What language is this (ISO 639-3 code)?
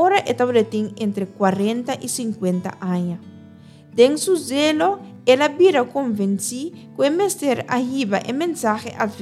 pap